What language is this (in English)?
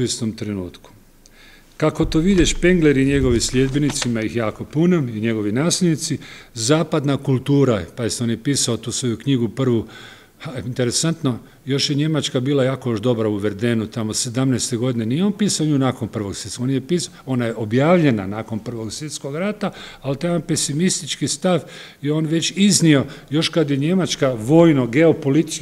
Croatian